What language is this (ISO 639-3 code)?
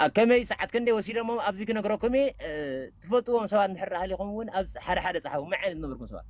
tir